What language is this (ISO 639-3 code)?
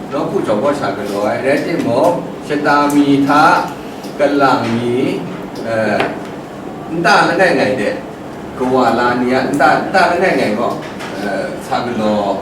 kac